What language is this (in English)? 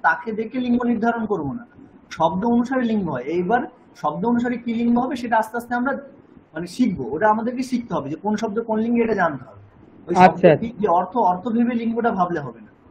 Bangla